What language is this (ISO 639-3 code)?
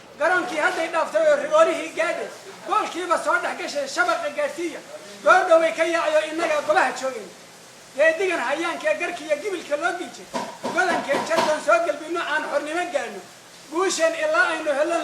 som